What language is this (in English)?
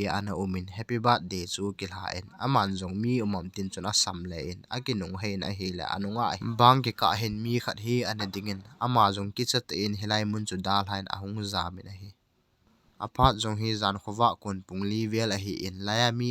Thado Chin